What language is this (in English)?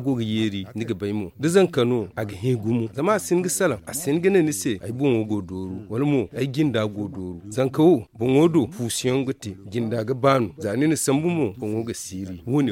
Zarma